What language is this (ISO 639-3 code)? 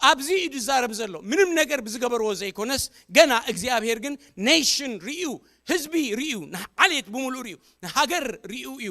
tir